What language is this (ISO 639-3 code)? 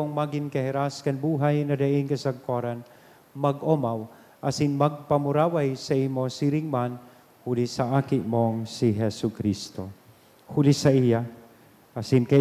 bik